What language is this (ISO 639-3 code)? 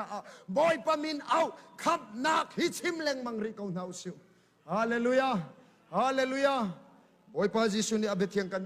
cnh